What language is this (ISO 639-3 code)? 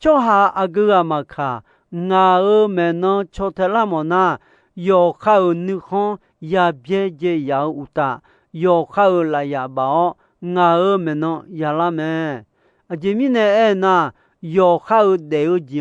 ahk